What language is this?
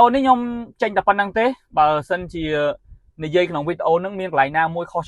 Khmer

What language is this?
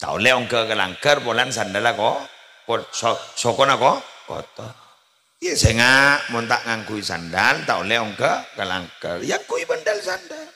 Madurese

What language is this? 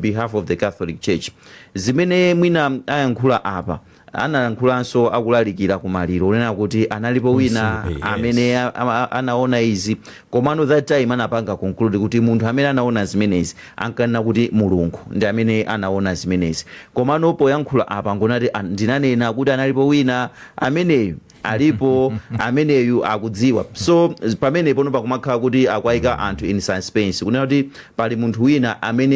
Nyanja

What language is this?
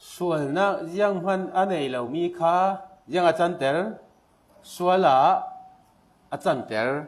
Falam Chin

